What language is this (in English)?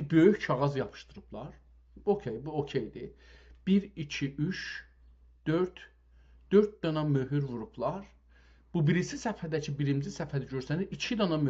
South Azerbaijani